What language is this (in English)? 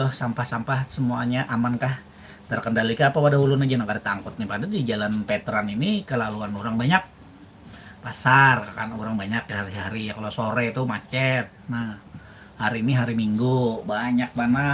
Banjar